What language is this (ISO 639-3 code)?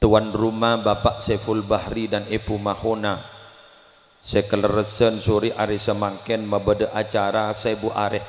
mad